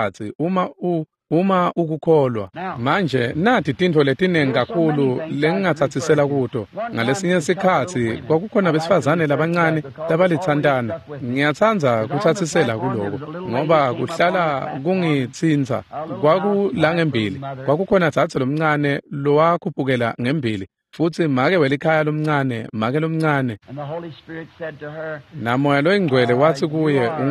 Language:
Swati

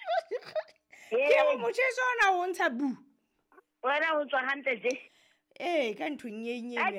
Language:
Southern Sotho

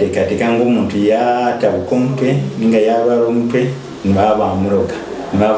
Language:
Nyankole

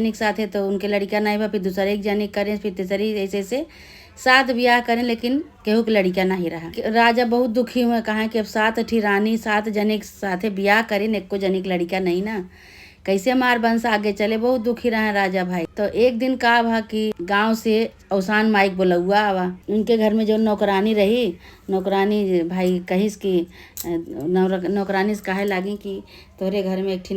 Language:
Awadhi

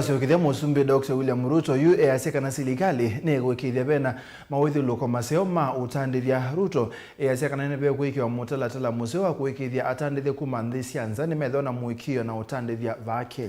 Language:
Kamba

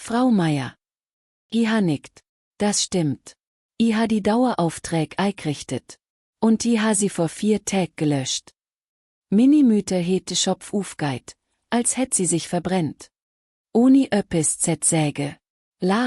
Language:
Swiss German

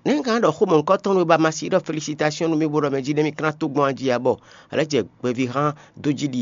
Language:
Fon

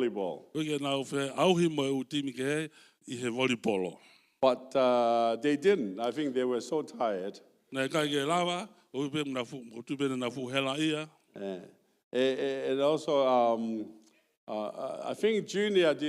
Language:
Tongan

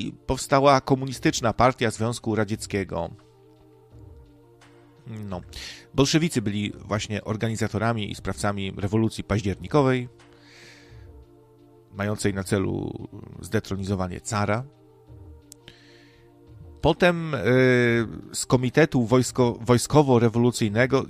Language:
Polish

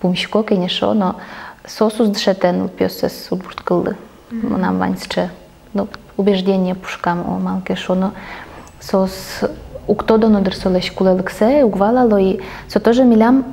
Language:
Udmurt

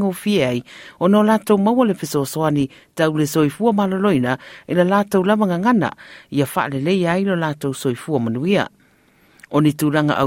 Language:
Samoan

